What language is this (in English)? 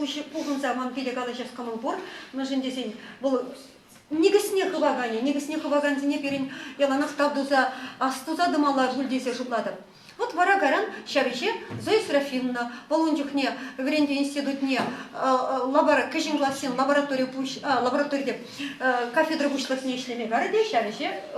Chuvash